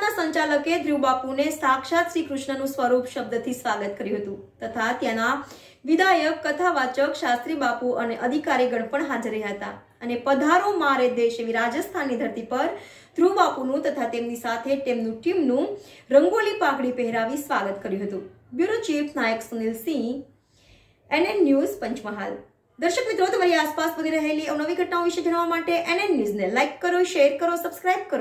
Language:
Gujarati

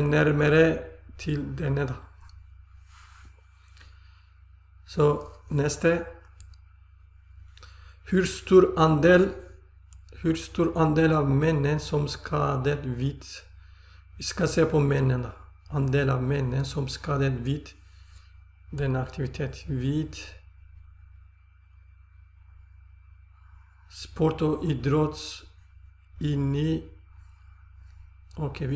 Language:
Norwegian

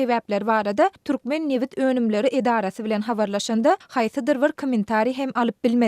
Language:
Turkmen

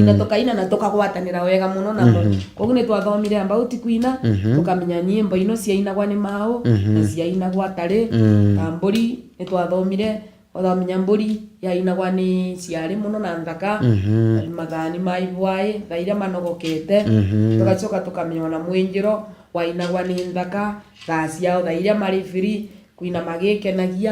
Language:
Meru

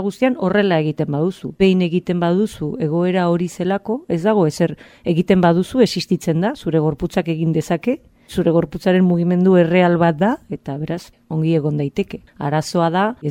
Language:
Basque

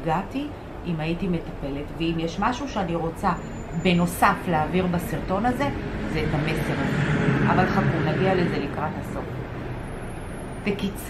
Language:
Hebrew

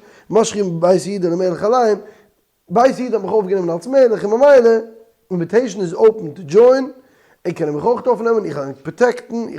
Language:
Yiddish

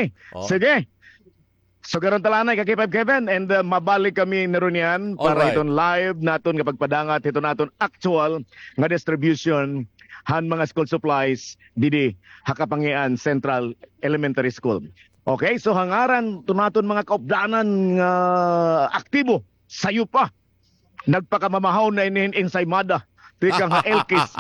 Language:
Waray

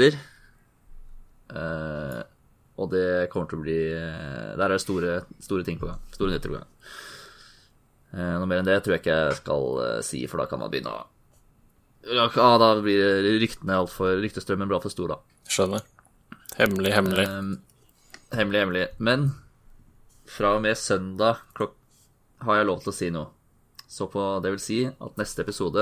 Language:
Norwegian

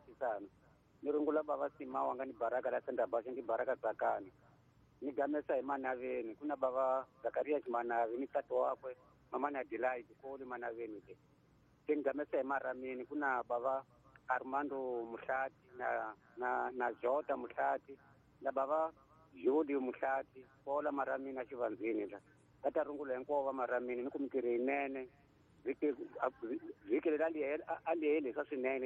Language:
Tsonga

